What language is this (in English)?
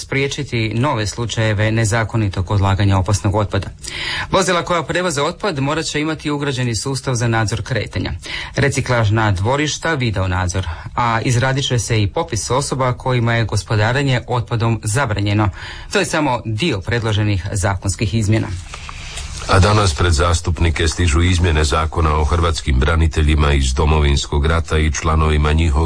Croatian